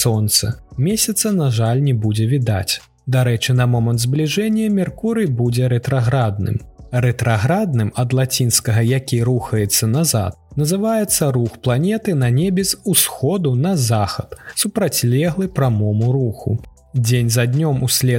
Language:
Belarusian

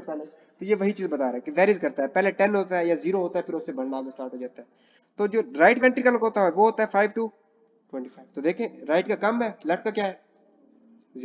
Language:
Hindi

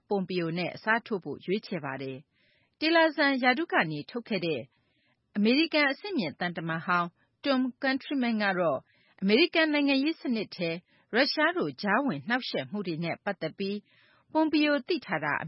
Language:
Burmese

